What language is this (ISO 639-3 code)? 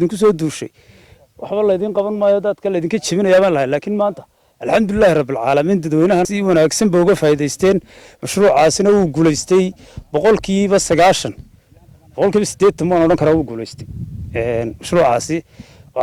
som